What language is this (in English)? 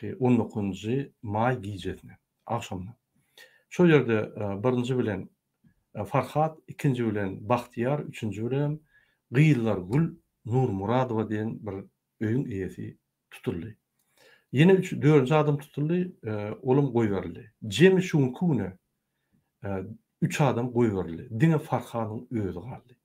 Turkmen